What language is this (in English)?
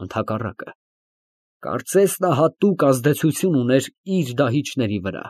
Armenian